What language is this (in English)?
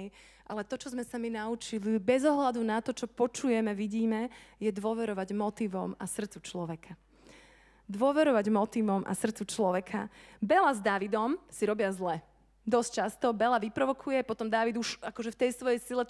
Slovak